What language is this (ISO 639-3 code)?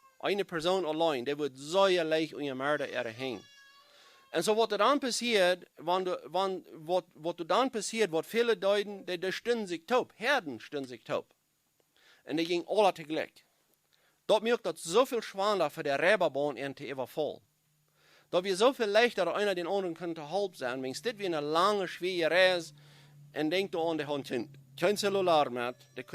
pdt